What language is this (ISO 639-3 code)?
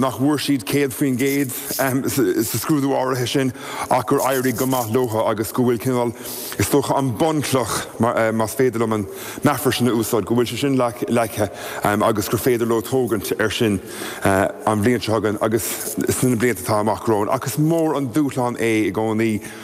gle